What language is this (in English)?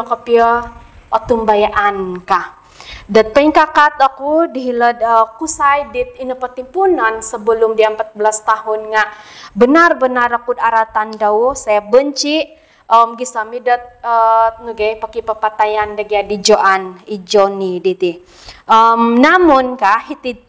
Central Dusun